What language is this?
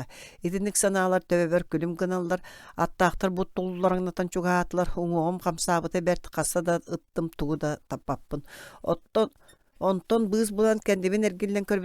Yakut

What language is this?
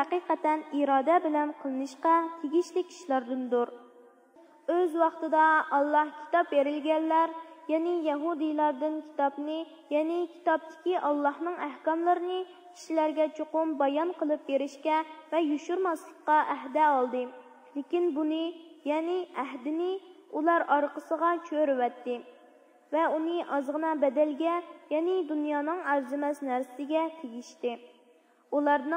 Uyghur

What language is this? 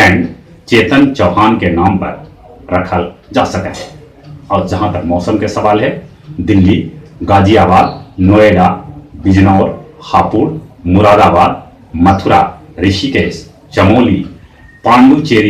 Magahi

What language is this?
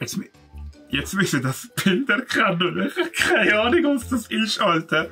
Swiss German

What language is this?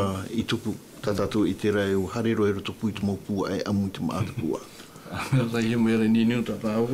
Tahitian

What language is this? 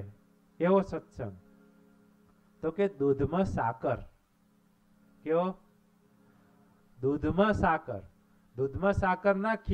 Gujarati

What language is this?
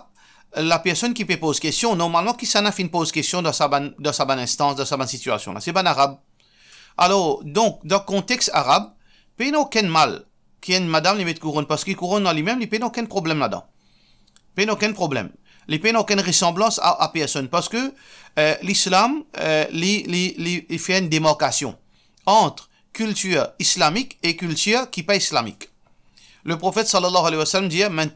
Morisyen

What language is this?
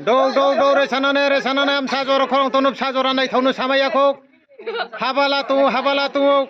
Riang (India)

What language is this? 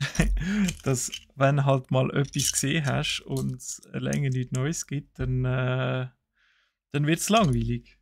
Swiss German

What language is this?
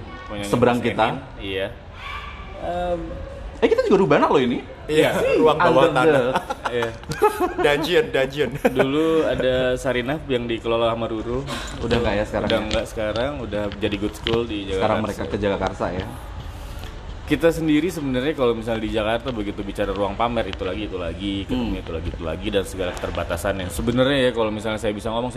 Indonesian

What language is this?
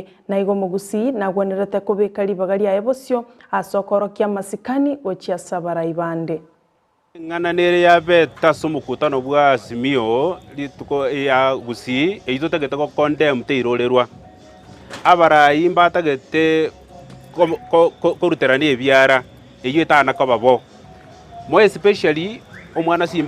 Gusii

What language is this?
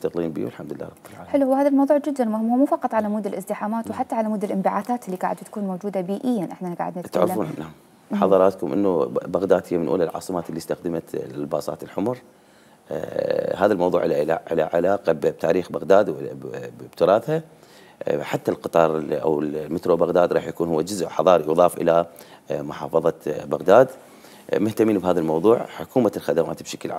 Mesopotamian Arabic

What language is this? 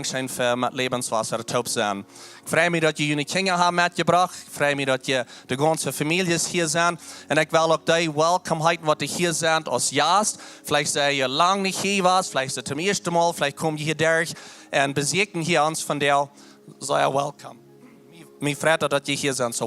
Plautdietsch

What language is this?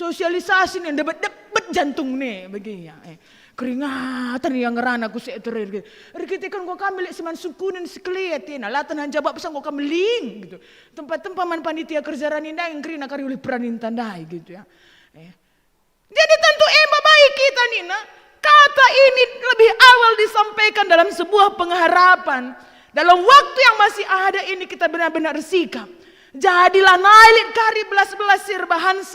Batak Karo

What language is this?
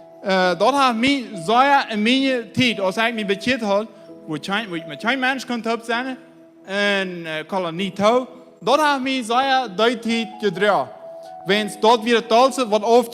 Plautdietsch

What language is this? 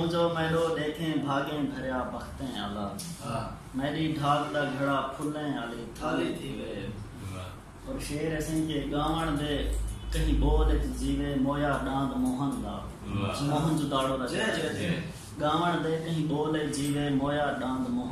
Saraiki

